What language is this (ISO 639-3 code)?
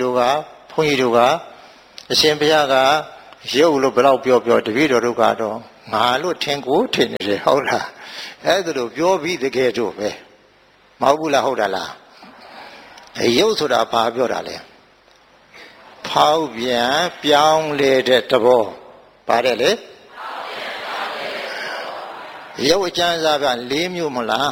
mya